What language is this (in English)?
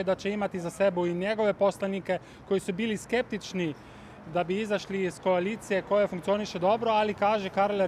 Slovenian